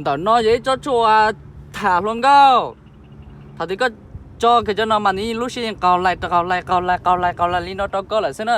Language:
Hmong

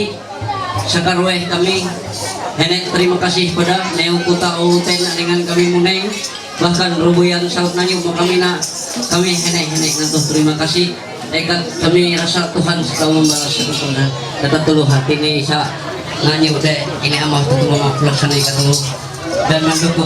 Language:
Ma'anyan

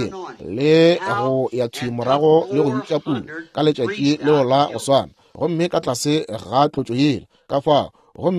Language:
Northern Sotho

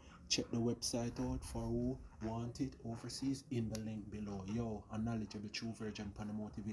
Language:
Jamaican Creole English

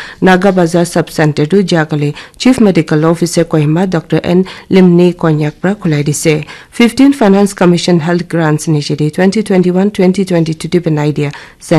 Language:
Naga Pidgin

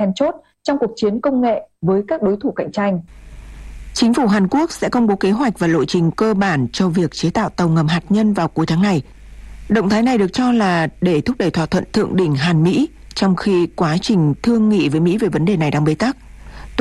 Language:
Vietnamese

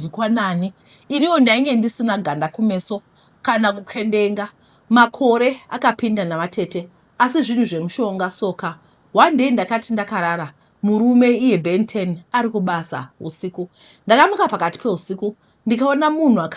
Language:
Shona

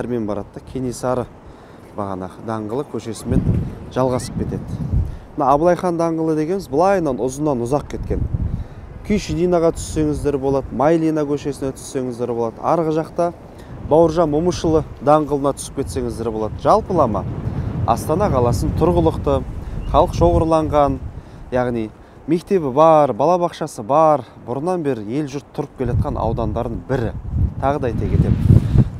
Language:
Kazakh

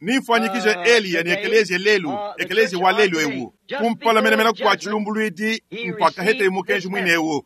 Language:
Luba-Lulua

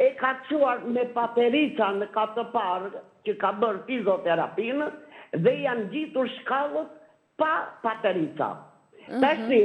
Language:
Albanian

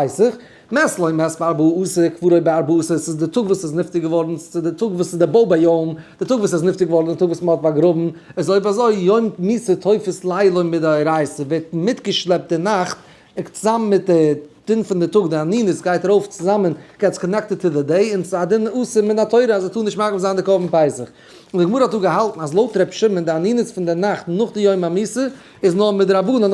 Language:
Yiddish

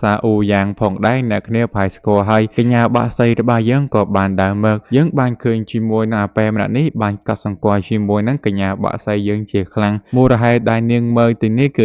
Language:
Khmer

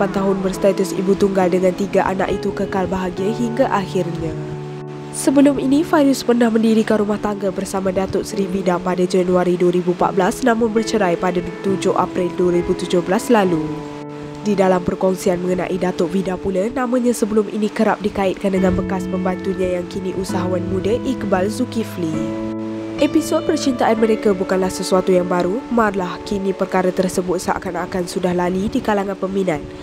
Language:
Malay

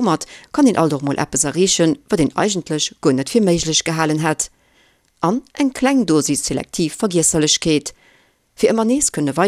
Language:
Luxembourgish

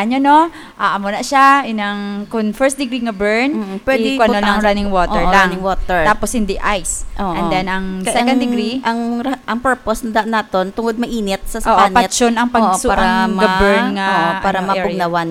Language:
Hiligaynon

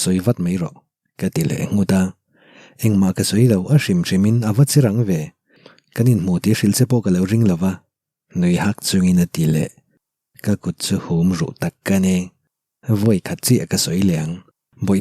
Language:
Mizo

